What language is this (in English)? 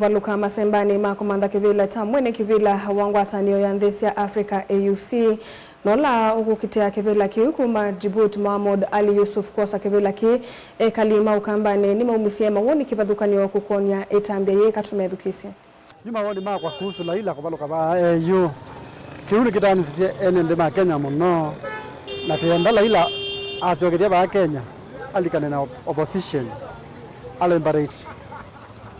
Kamba